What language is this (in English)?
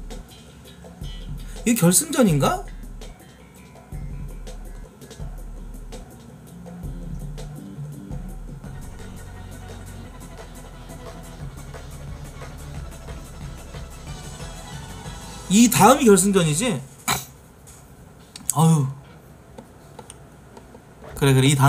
Korean